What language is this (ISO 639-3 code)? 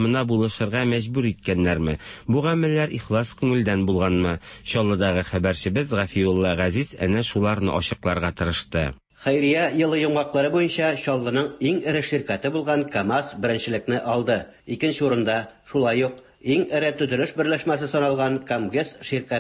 tat